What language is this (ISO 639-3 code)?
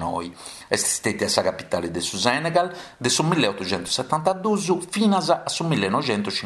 srd